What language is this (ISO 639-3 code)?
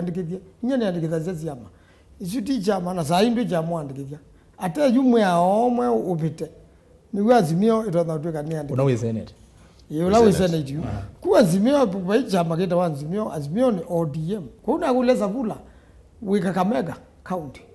kam